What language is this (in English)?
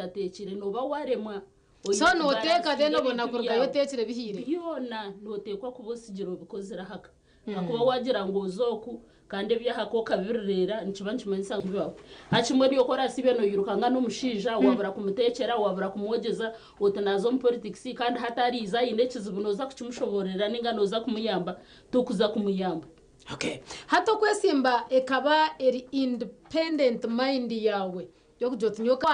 Nyankole